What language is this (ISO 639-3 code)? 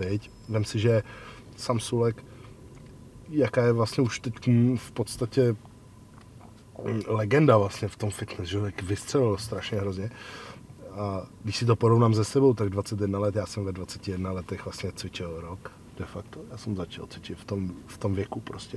ces